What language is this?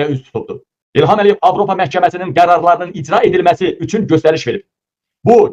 Azerbaijani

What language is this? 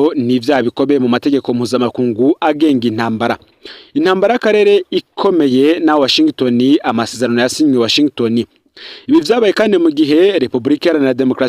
Rundi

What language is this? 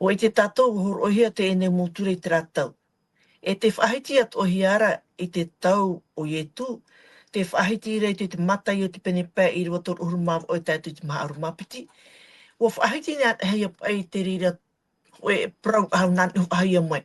Tahitian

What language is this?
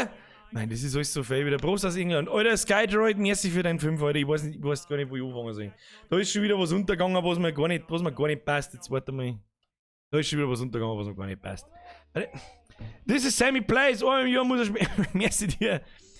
Bavarian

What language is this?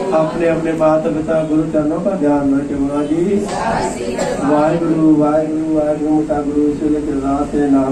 Hindi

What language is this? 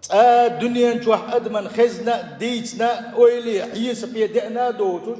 Chechen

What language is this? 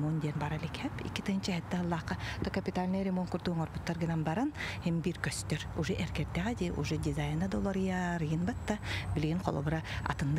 Yakut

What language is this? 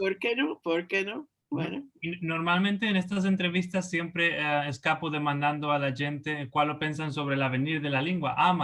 Ladino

